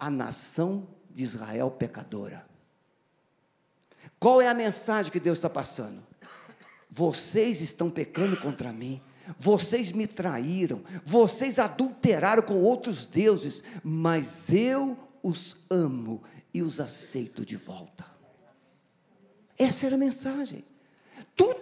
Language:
Portuguese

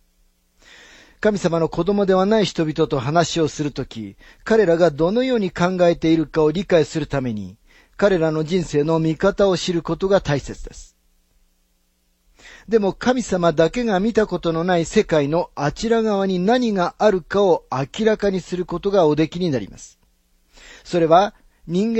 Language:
Japanese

